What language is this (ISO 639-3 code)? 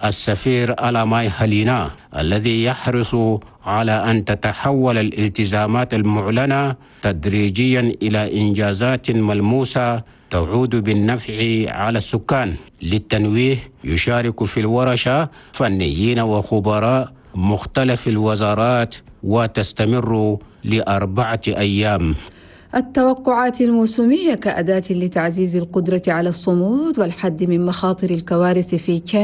ara